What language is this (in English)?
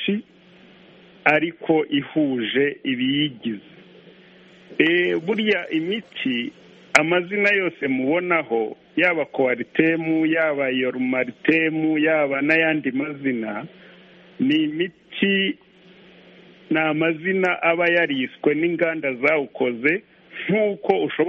Kinyarwanda